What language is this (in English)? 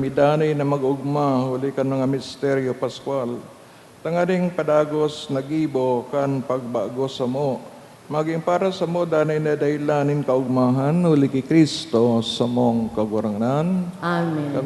Bikol